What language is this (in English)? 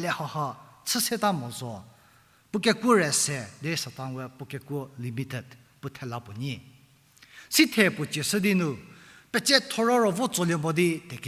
Angami Naga